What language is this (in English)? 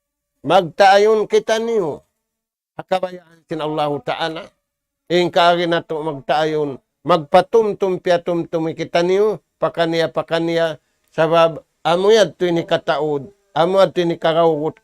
Tausug